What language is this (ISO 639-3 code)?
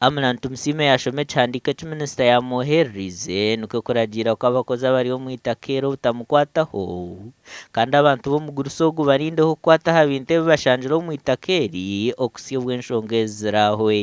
nyn